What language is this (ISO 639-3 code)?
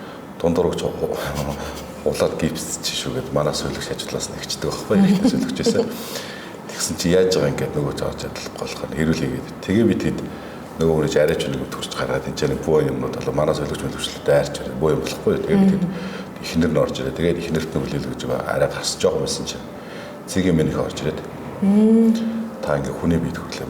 mon